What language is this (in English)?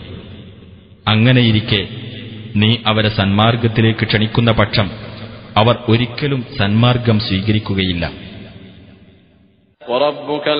Malayalam